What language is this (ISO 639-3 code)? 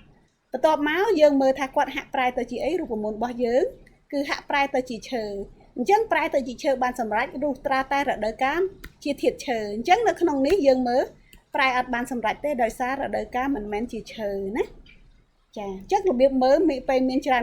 khm